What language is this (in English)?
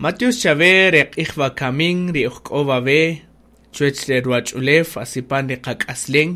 Kaqchikel